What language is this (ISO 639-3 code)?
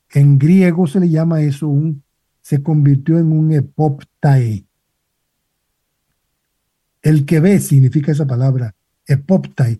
spa